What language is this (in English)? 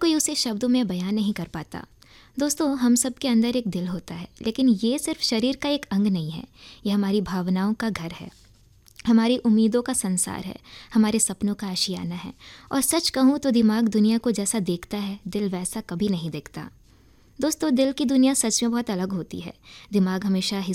Hindi